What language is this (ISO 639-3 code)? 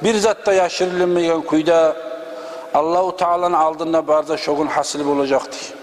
kum